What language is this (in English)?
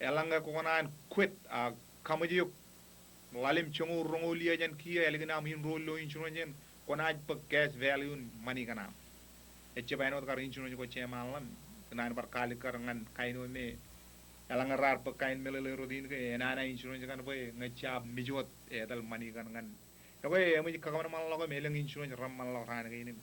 Marshallese